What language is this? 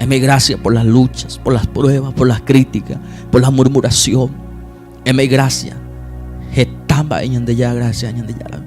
Guarani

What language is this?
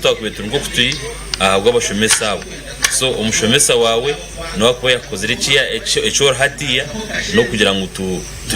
Nyankole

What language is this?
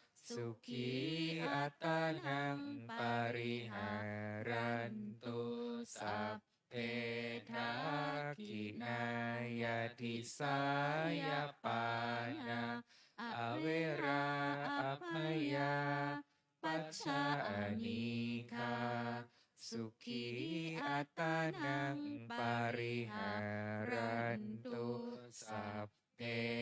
Pali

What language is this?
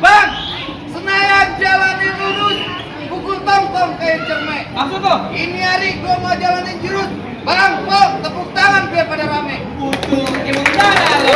Betawi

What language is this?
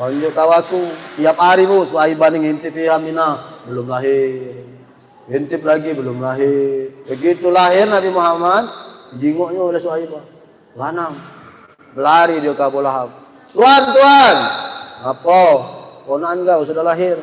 Musi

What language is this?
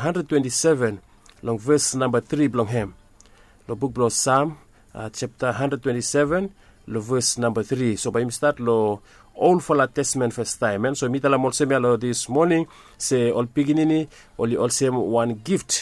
Bislama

